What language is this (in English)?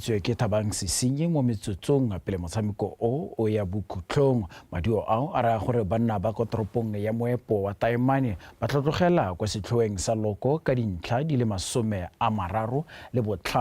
Tswana